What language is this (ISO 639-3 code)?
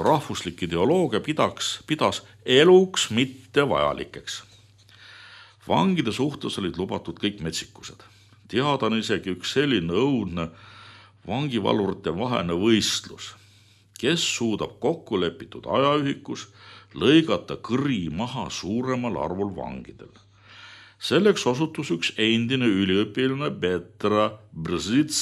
est